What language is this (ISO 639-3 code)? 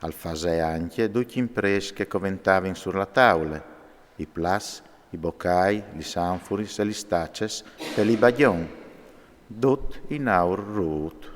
fur